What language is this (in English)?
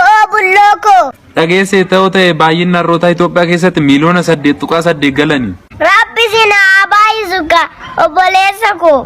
Oromo